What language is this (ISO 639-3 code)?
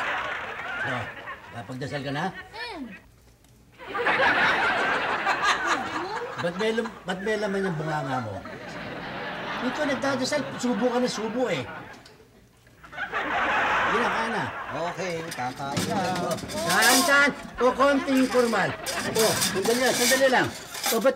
fil